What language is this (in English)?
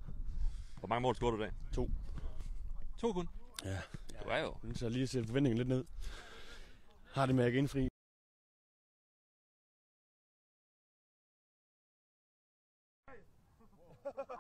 Danish